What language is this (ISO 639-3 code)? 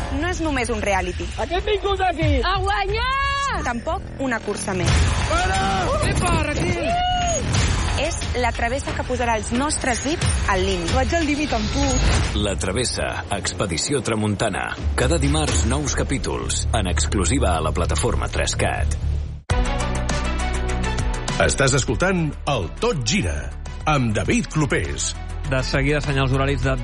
cat